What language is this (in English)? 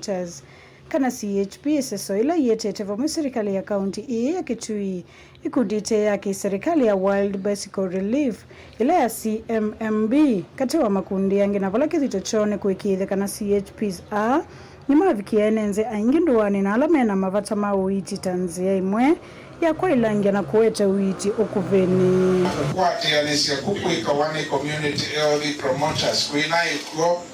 Kamba